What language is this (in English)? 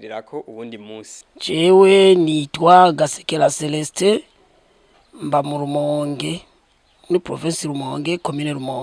Rundi